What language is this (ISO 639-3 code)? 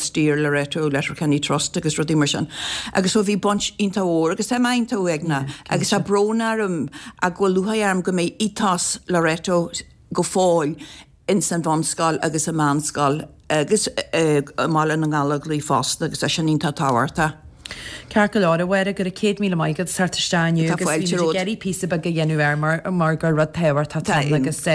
gle